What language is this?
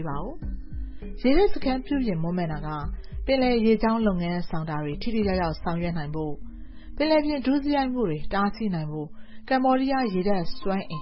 Burmese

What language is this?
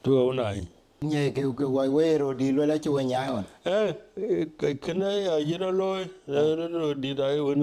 Dinka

